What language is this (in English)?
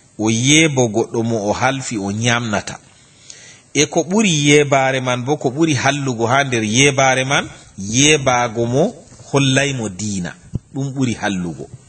Fula